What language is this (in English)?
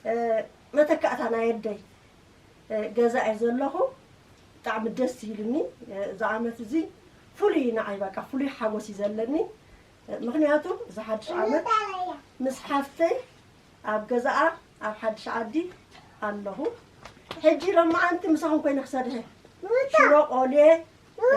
Tigrinya